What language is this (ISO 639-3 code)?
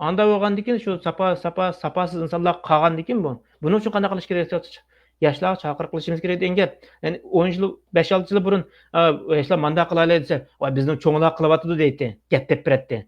uig